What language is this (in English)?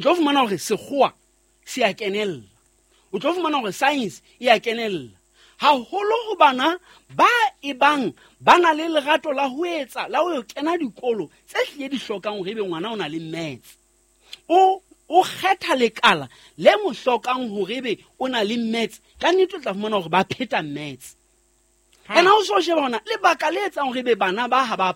Southern Sotho